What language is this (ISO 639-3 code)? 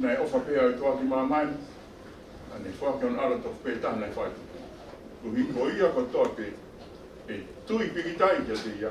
ton